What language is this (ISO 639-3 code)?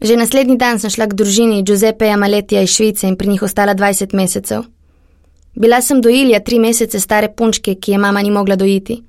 slv